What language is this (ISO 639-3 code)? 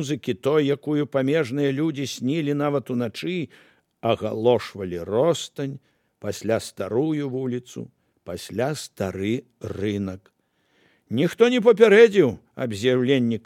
bel